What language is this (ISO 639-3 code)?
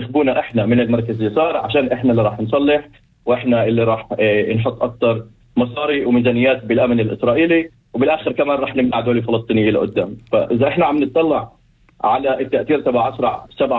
apc